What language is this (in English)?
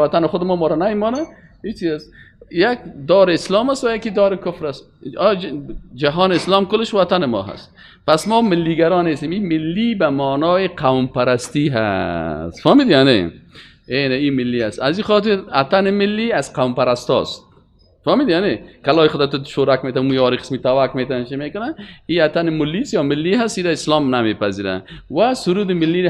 Persian